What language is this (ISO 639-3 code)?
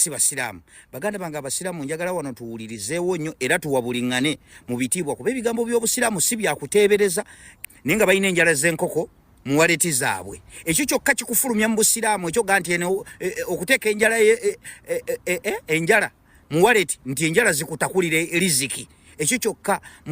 lug